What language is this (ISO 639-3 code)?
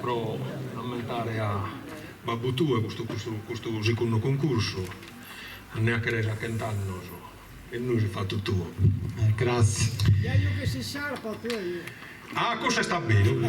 srd